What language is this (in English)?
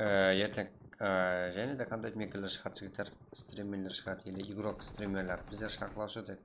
Kara-Kalpak